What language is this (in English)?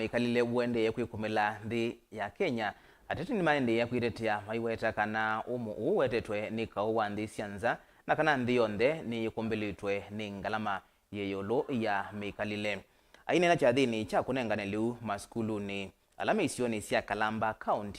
Kamba